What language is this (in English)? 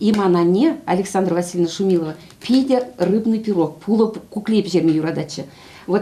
Chuvash